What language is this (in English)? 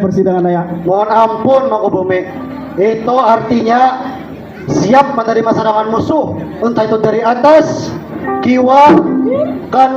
Banjar